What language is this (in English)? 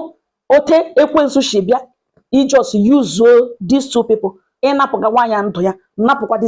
Igbo